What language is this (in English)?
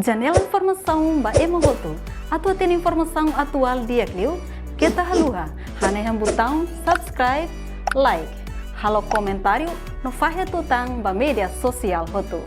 Tetum